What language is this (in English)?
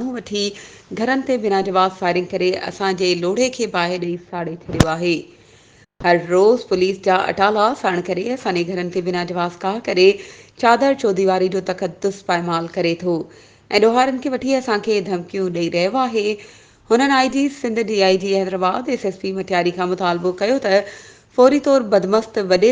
Sindhi